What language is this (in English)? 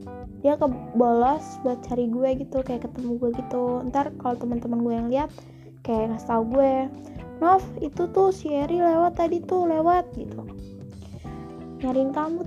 Indonesian